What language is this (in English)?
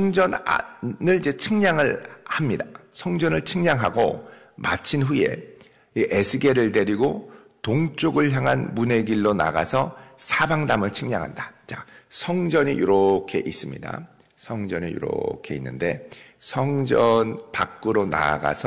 Korean